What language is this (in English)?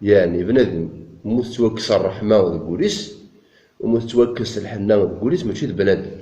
Kabyle